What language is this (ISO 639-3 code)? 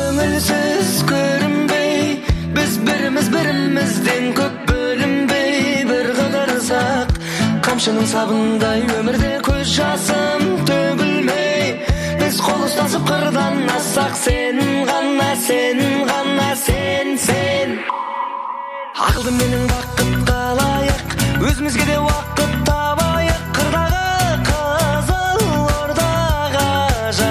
kaz